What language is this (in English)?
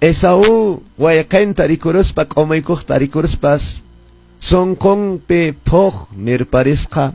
Quechua